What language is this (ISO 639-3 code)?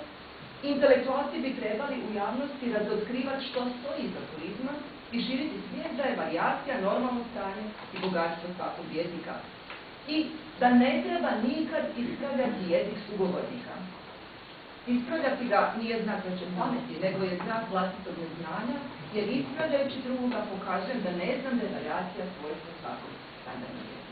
hrv